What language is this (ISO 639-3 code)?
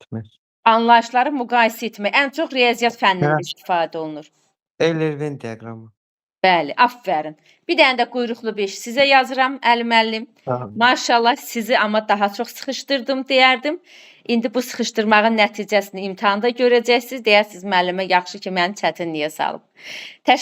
aze